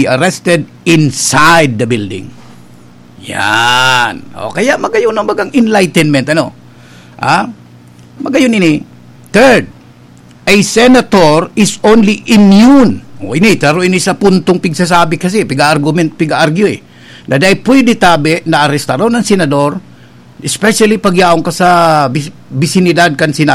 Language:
Bikol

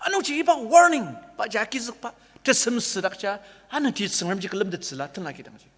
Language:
Ao Naga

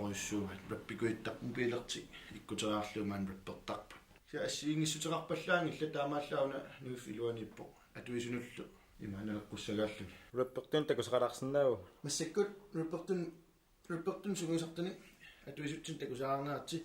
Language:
Kalaallisut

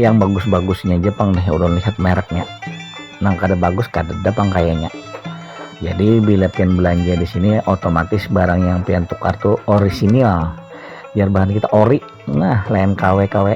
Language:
Banjar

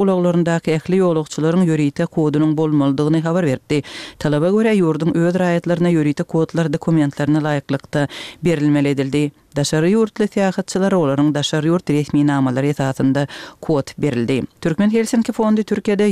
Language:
Turkmen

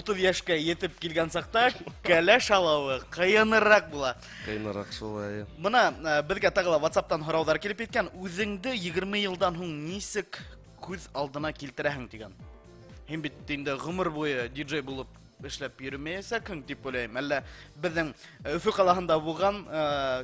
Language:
Bashkir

